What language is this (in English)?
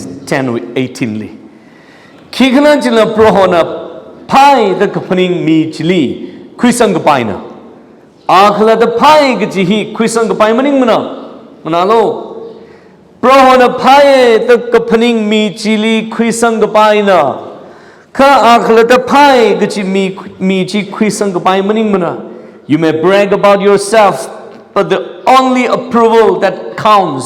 Tangkhul Naga (India)